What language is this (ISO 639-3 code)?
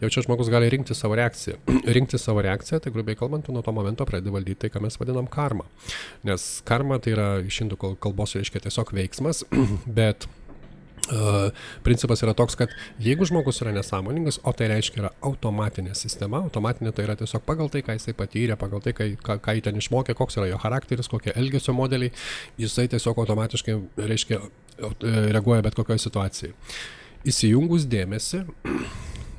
lit